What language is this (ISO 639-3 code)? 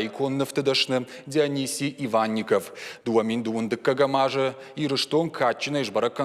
oss